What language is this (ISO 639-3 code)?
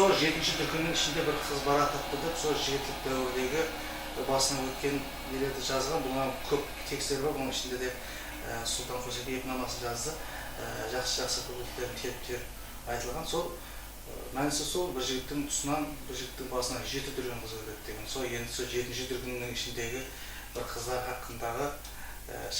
kaa